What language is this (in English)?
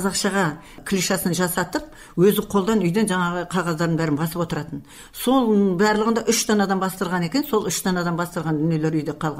Kazakh